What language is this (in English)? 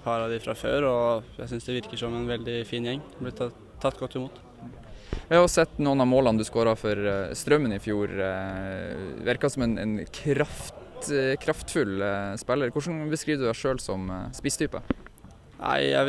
Norwegian